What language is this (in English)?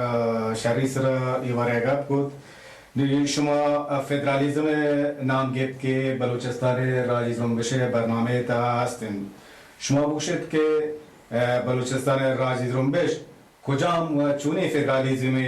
Baluchi